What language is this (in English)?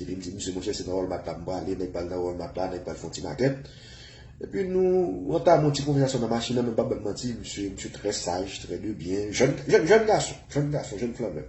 Haitian Creole